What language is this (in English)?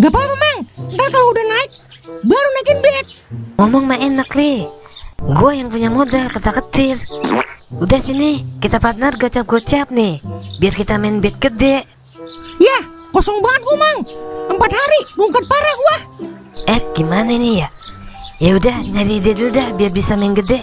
Betawi